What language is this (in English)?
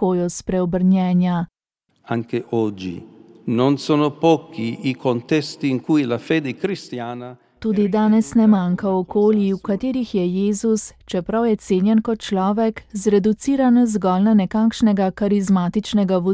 Slovenian